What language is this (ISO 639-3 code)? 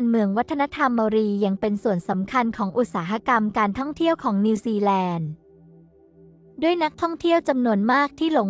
tha